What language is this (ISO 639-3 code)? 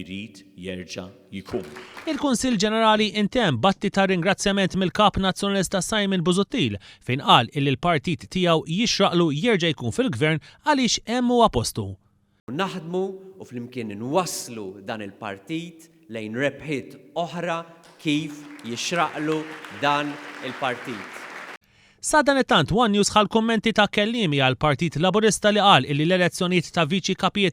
mlt